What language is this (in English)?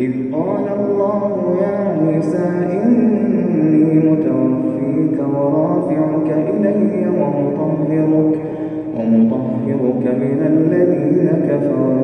Arabic